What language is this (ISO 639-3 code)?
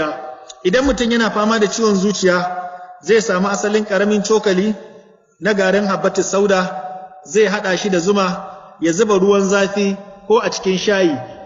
hau